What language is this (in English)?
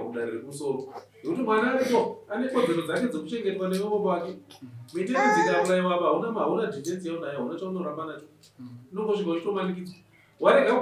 Shona